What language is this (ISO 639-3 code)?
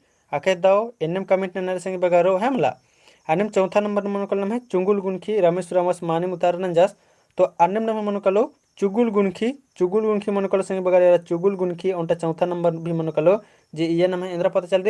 kru